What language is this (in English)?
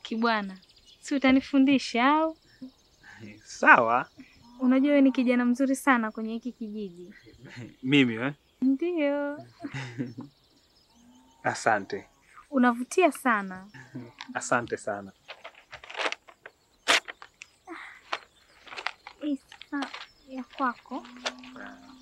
Swahili